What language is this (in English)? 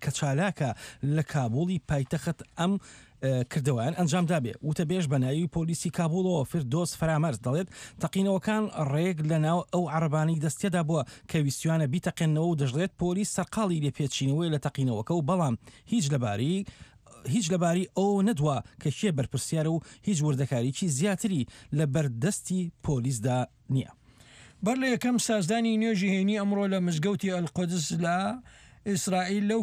Central Kurdish